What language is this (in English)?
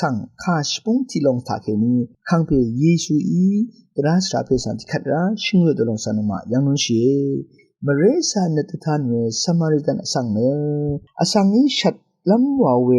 Rawang